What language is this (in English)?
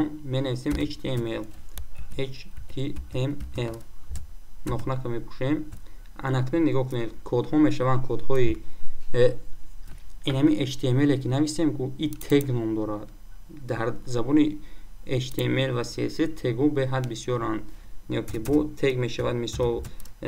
Tajik